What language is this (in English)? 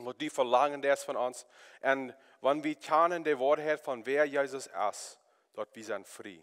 Plautdietsch